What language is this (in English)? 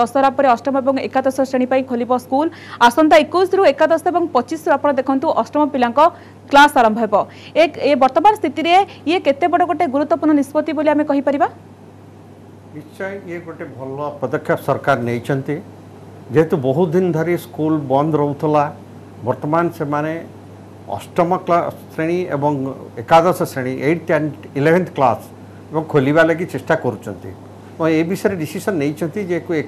Odia